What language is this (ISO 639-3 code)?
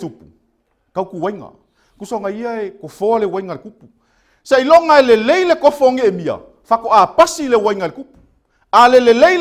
smo